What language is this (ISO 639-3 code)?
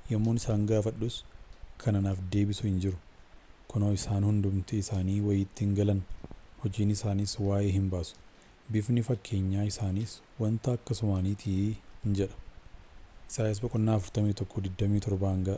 orm